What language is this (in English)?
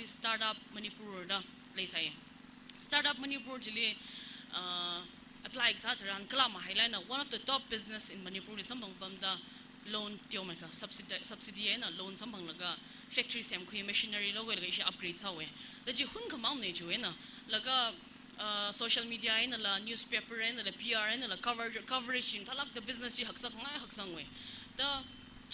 Tangkhul Naga (India)